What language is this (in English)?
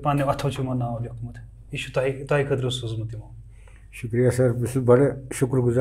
Kashmiri